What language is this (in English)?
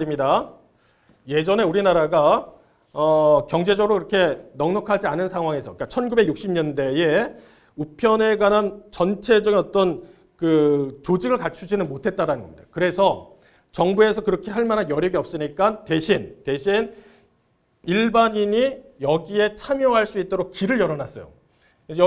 Korean